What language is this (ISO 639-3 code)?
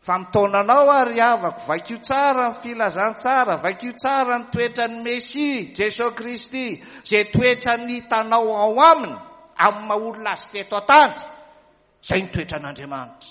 mlg